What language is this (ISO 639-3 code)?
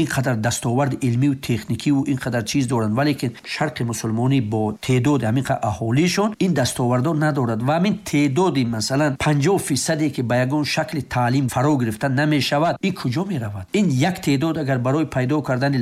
fas